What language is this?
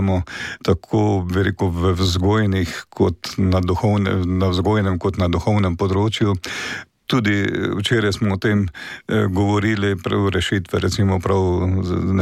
Slovenian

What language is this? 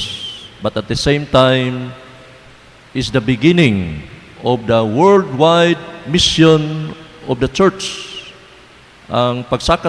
Cebuano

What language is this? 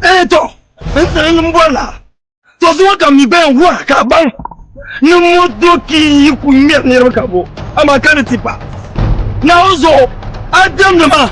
Dagbani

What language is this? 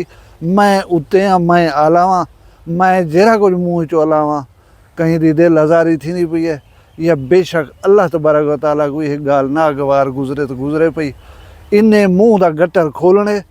Saraiki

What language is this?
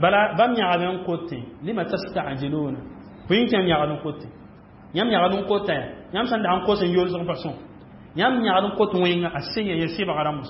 Mossi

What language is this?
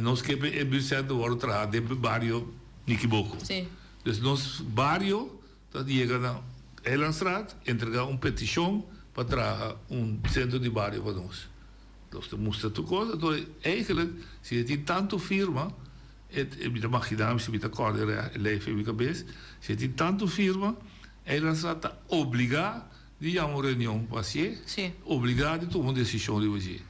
Papiamento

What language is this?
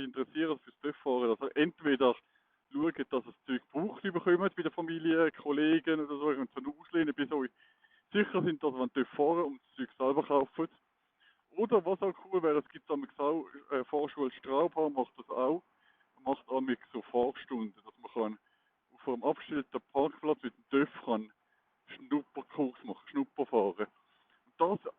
Swiss German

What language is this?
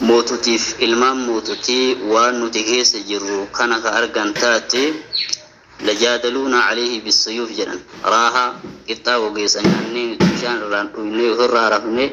Oromo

